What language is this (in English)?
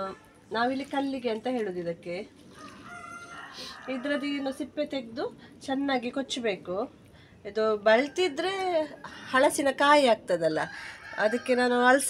Kannada